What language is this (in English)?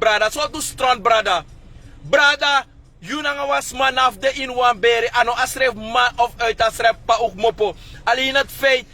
Sranan Tongo